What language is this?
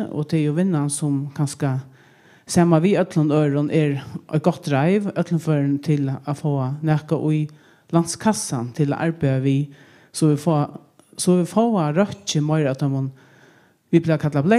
Faroese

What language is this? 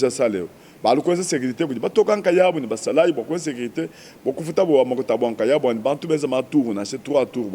Luba-Lulua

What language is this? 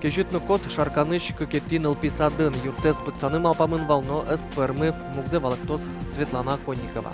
Udmurt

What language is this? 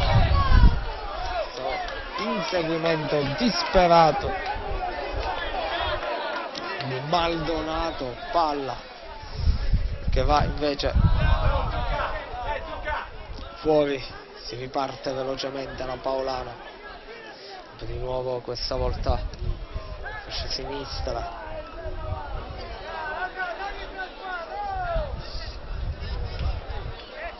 Italian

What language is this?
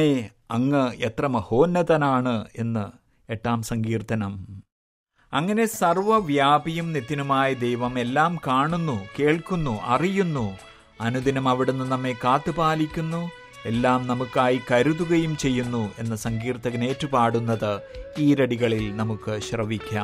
Malayalam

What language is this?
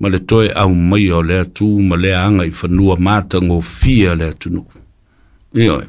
Samoan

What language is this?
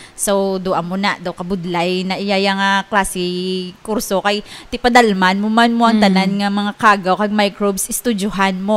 Hiligaynon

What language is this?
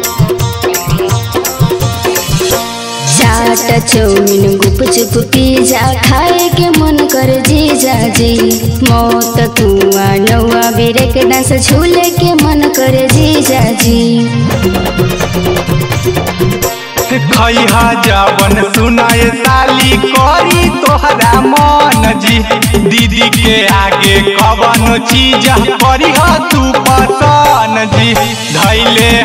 Magahi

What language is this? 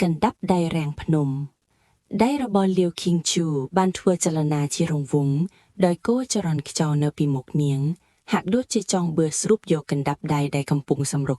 Khmer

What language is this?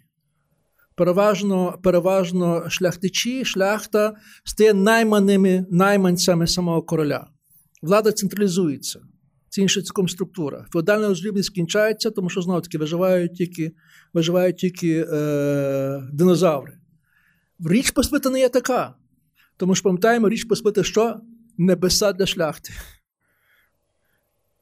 Ukrainian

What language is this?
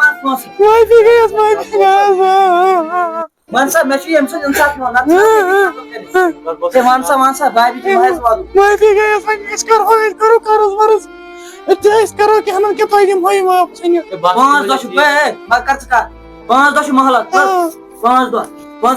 Kashmiri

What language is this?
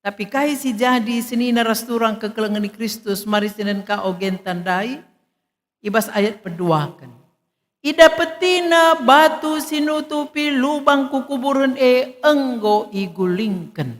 Batak Karo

